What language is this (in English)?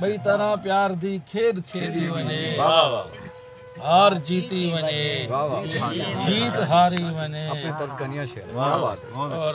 Saraiki